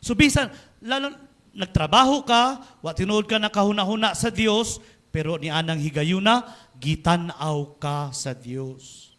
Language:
Cebuano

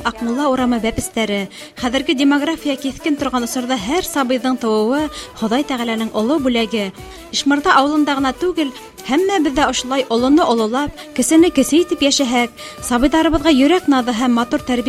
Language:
Bashkir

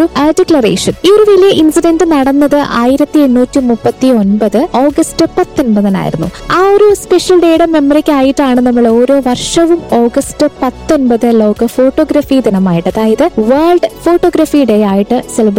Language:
Malayalam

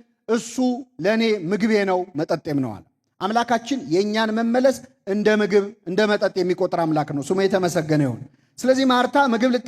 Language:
Amharic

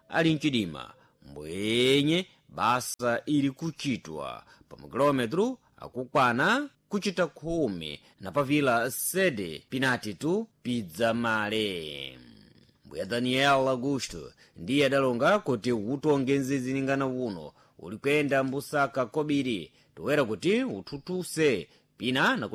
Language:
Sena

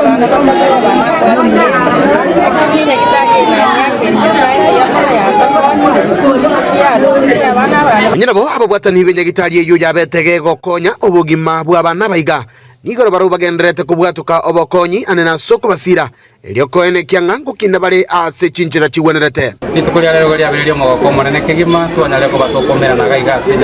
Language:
Gusii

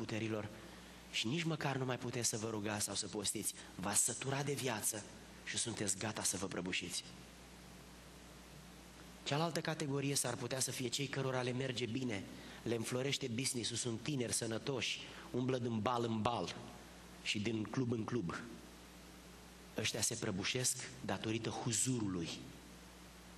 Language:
Romanian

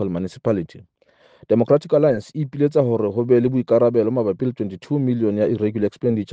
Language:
Southern Sotho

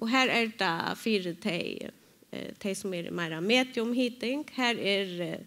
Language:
Faroese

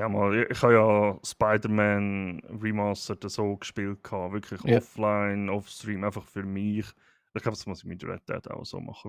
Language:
Swiss German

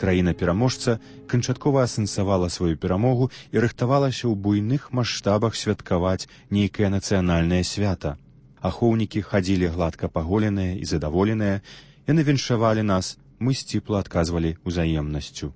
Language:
Belarusian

